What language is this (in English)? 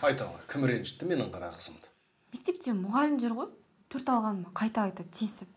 Kazakh